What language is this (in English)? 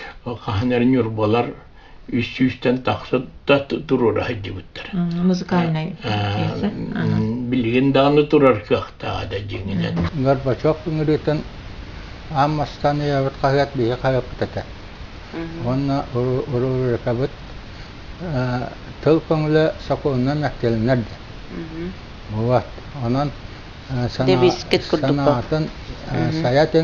Yakut